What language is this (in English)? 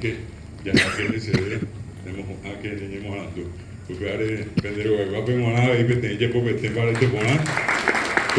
Guarani